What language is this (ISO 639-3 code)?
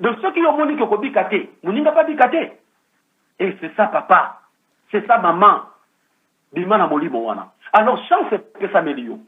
lin